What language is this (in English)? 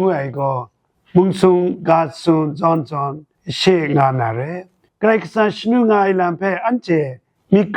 Kachin